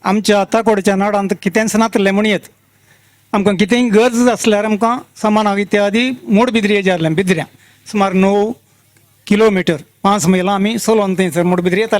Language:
Konkani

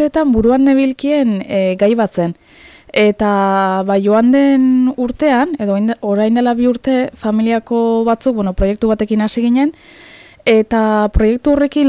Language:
Basque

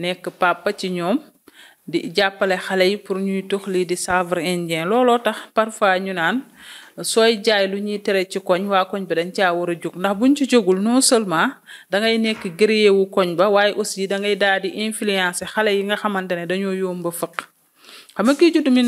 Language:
Wolof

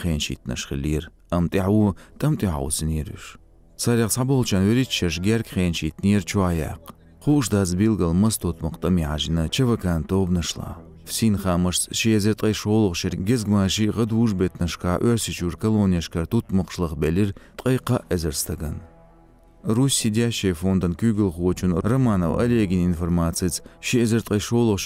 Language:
Chechen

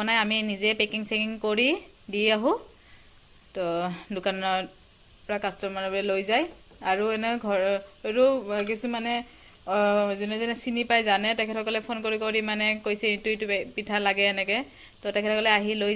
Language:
Assamese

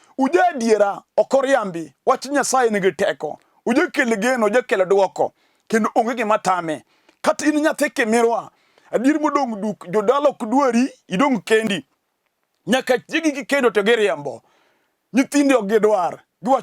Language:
Luo (Kenya and Tanzania)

